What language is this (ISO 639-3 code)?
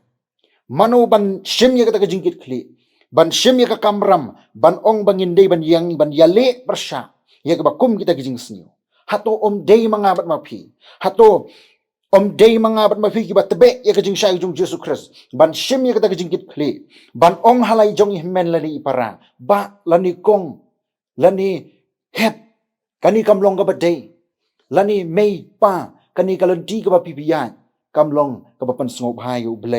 kha